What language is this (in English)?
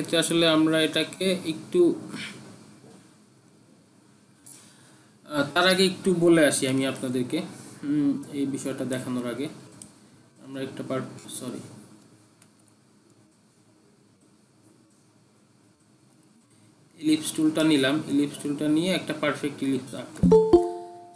Bangla